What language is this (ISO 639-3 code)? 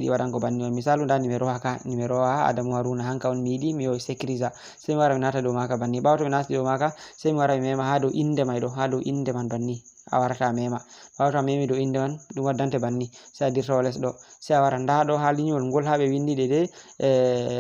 ful